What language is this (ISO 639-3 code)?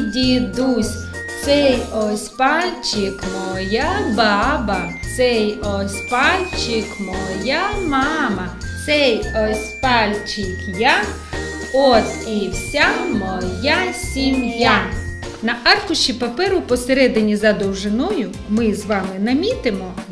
ukr